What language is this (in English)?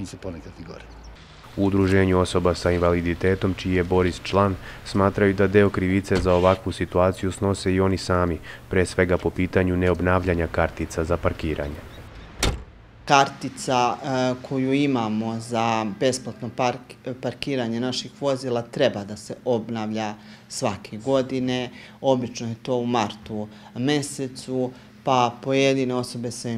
Serbian